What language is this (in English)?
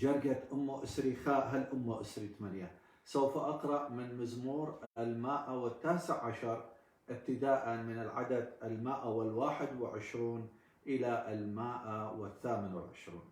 Assyrian Neo-Aramaic